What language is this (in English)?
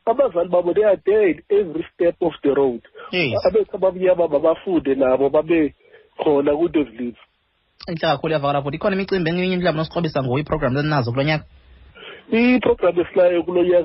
Xhosa